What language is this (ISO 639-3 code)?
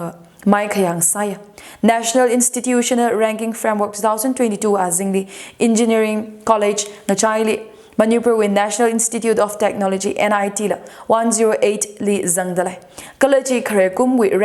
nmf